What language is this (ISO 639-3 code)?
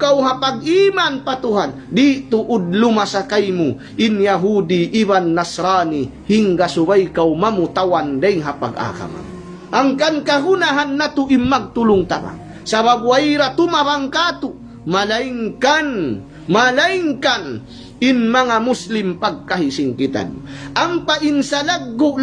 tsg